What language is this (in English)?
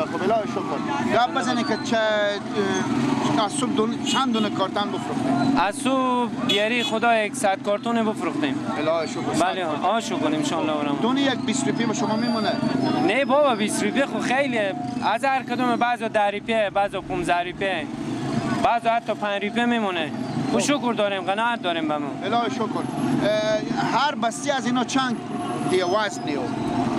Persian